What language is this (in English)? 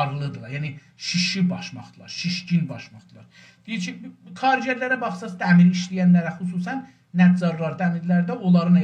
South Azerbaijani